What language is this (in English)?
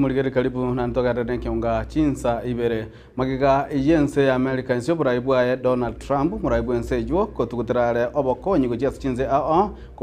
Gusii